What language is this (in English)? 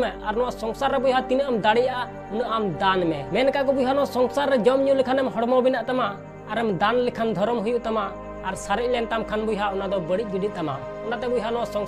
Santali